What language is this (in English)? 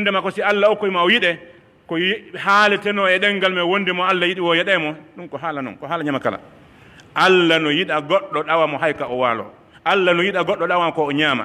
Pular